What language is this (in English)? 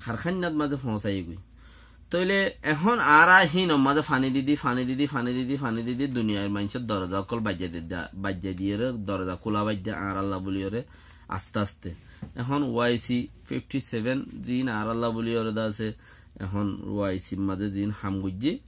Rohingya